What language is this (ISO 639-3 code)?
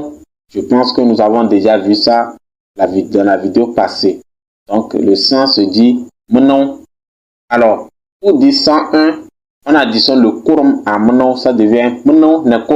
kbp